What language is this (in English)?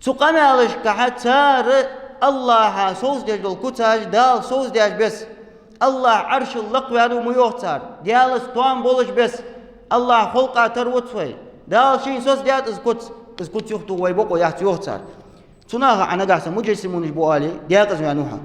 Ingush